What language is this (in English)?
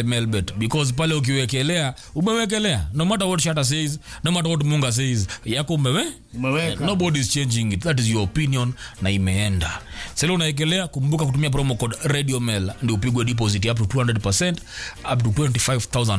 Swahili